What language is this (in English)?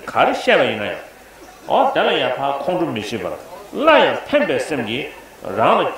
Tibetan